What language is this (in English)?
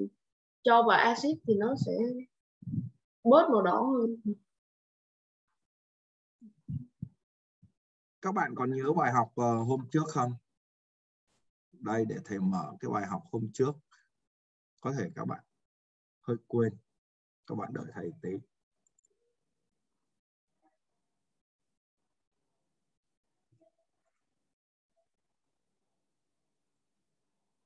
Vietnamese